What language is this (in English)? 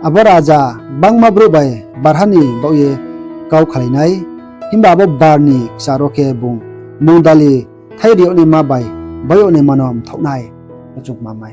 Riang (India)